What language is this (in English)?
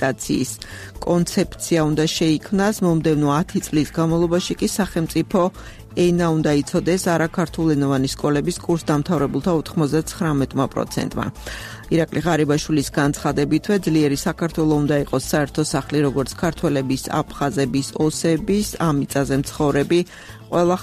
Georgian